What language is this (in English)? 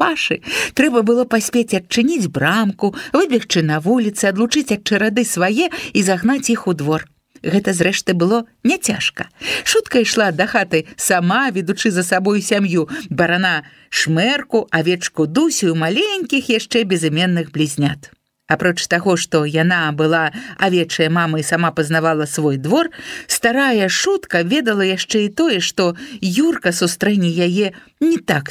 Belarusian